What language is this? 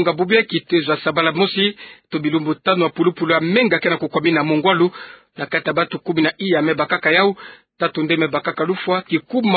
Kituba (Democratic Republic of Congo)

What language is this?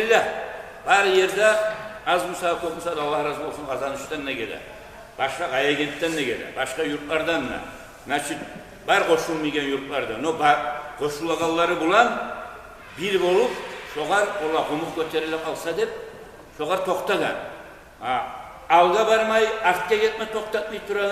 Kumyk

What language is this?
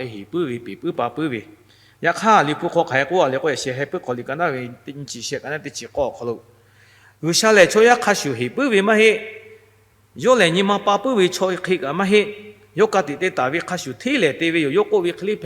Lahu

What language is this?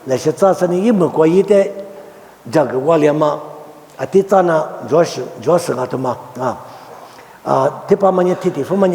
Lisu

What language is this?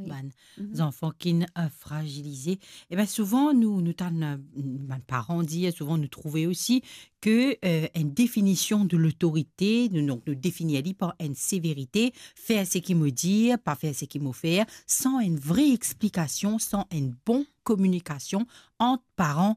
Morisyen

